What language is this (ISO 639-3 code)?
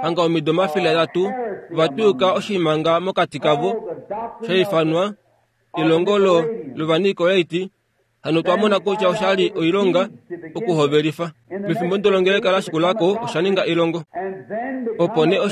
kua